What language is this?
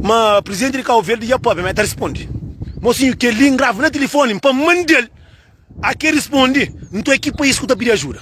Kabuverdianu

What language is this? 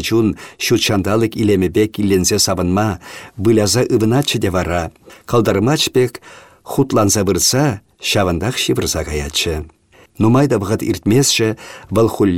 Chuvash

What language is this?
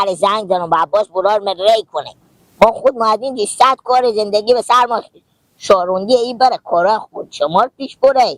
Hazaragi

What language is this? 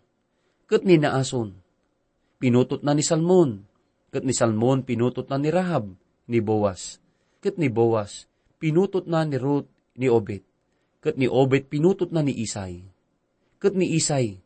Iloko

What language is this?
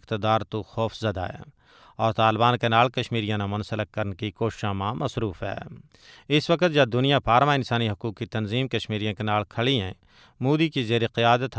Gujari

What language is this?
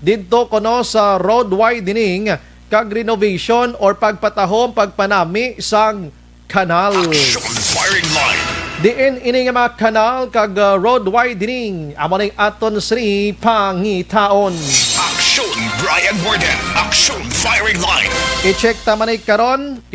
Hiligaynon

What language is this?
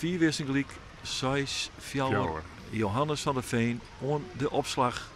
Western Frisian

